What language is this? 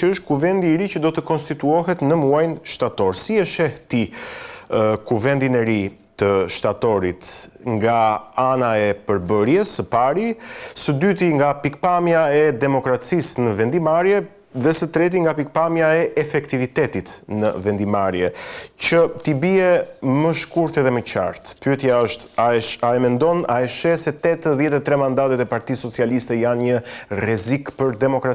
Albanian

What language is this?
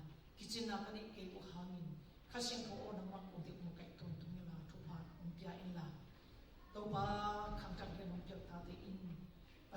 Tedim Chin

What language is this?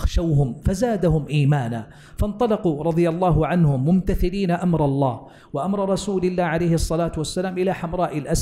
Arabic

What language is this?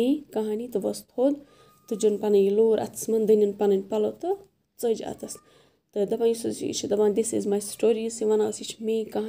Kashmiri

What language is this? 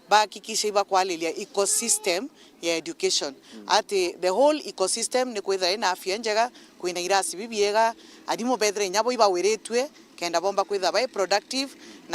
Meru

